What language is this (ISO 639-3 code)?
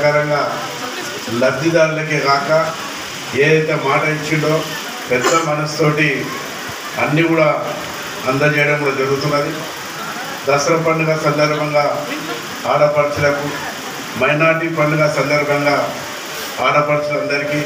tel